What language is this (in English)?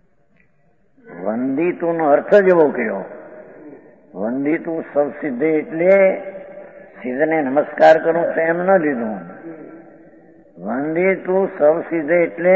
Gujarati